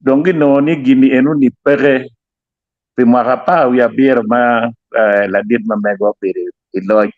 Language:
Acoli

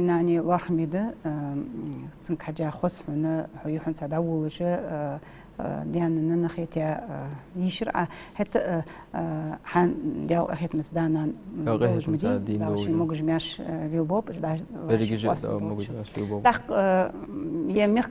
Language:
Ingush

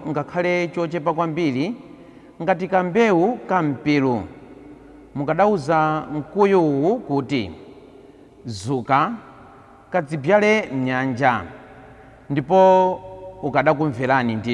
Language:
Nyanja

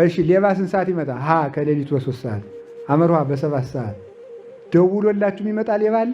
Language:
Amharic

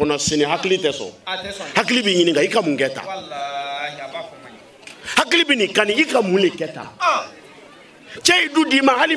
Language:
Bambara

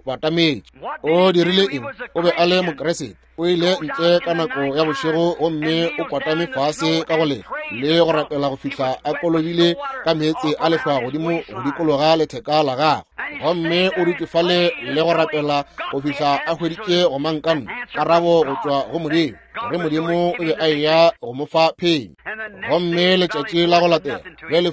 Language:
Northern Sotho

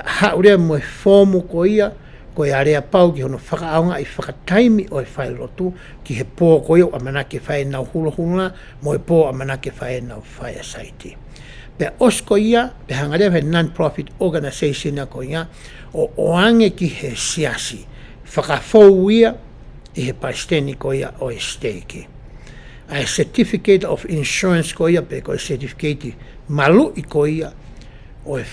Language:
Tongan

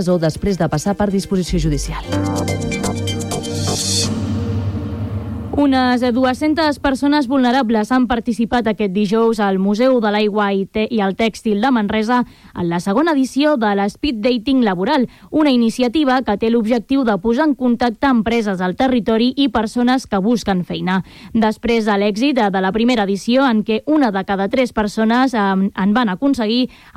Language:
Catalan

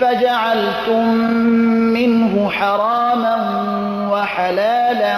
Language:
Persian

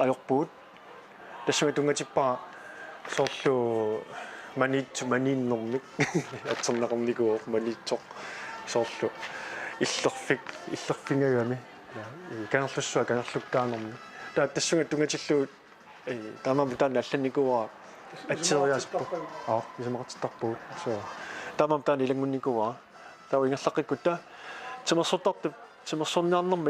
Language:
Kalaallisut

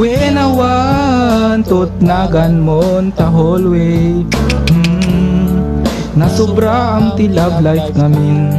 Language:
Iloko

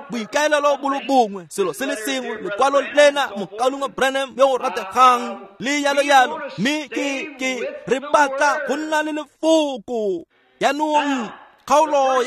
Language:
Tswana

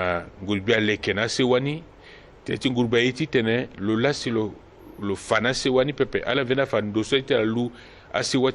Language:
Sango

